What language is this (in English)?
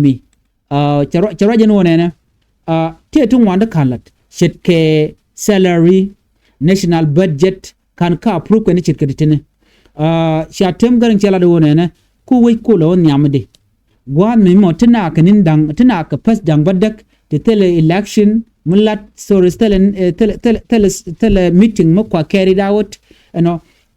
Nuer